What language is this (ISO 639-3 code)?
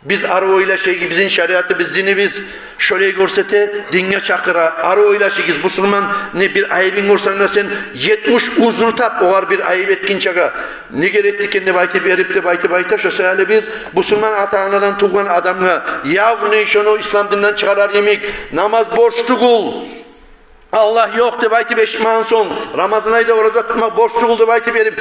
kum